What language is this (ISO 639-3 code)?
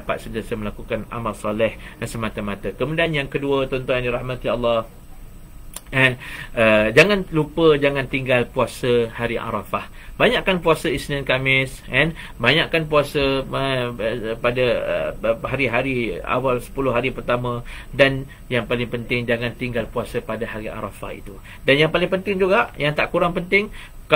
msa